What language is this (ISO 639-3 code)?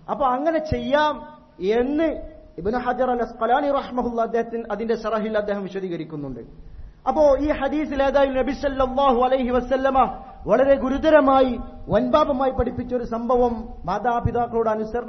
mal